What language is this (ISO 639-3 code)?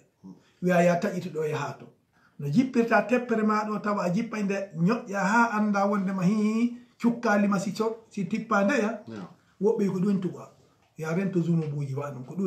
ful